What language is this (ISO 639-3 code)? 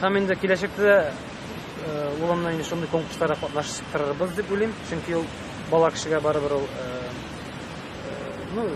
tat